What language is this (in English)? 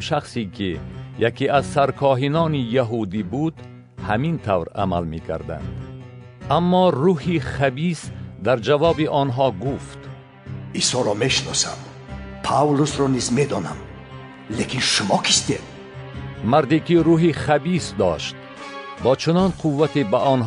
Tajik